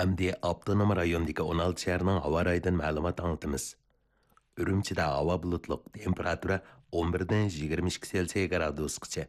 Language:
Uyghur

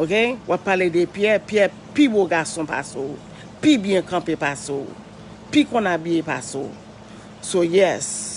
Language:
Haitian Creole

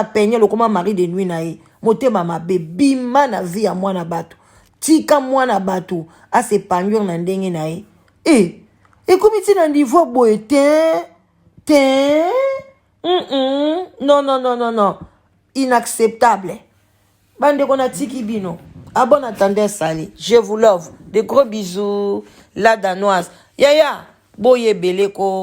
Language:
Lingala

